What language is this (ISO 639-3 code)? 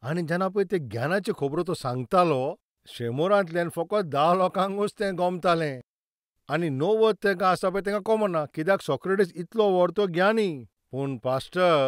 kok